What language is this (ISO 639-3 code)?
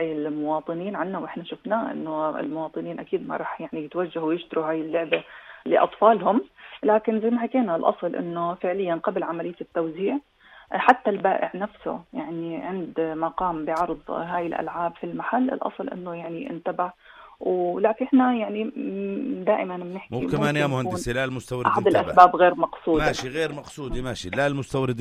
apc